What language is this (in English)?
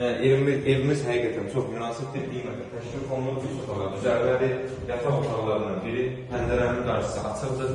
Azerbaijani